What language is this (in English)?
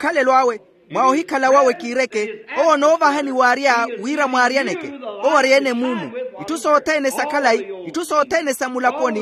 Makhuwa